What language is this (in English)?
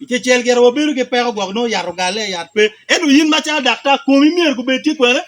Acoli